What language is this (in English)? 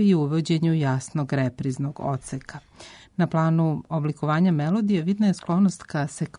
Serbian